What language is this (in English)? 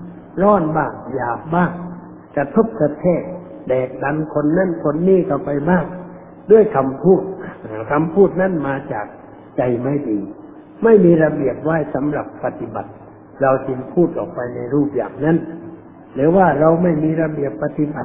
Thai